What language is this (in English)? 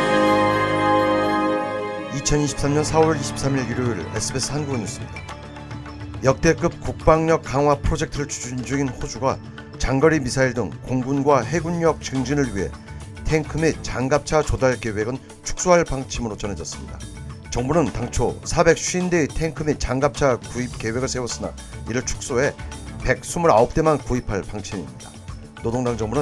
Korean